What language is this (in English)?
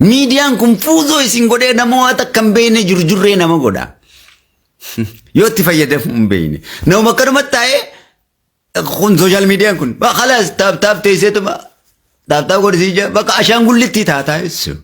Oromo